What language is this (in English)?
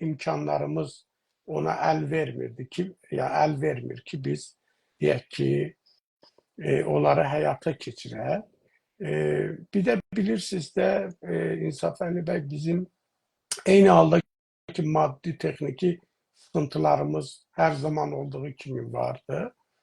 South Azerbaijani